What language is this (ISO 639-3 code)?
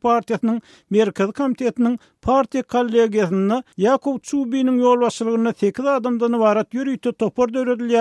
tuk